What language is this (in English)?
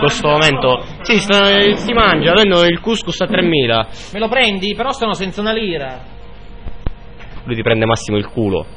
Italian